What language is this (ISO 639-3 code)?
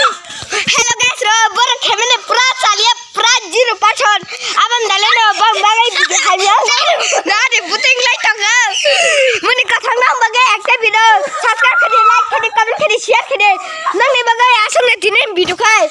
trp